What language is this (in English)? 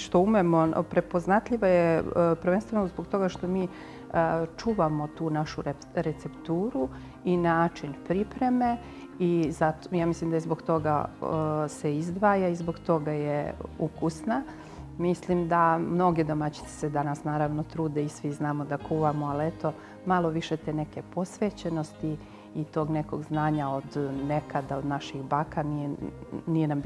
Serbian